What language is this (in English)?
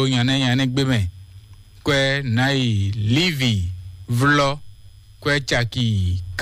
Fon